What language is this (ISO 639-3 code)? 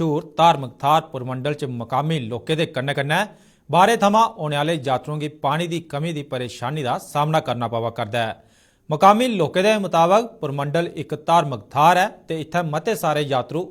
doi